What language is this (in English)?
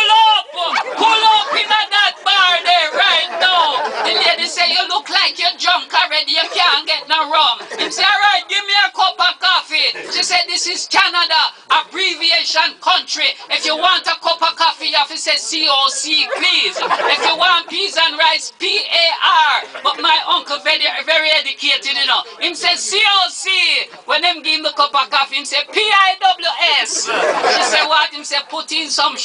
Jamaican Creole English